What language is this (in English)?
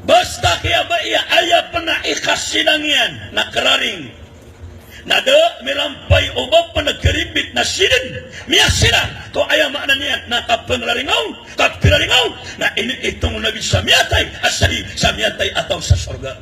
Maranao